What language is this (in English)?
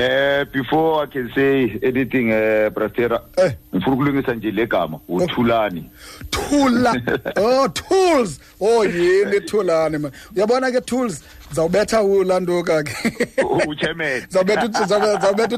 Xhosa